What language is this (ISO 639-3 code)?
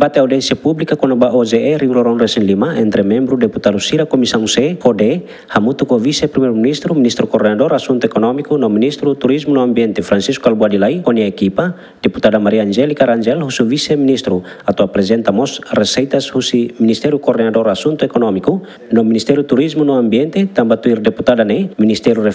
tet